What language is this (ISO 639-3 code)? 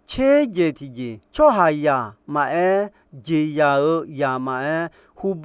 ahk